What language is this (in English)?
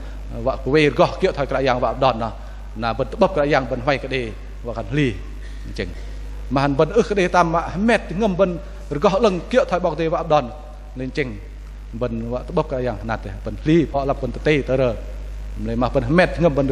Bahnar